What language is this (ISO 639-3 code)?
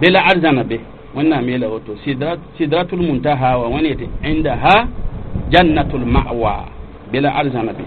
mos